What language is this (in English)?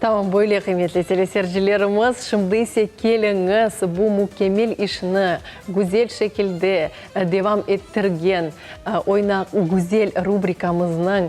Crimean Tatar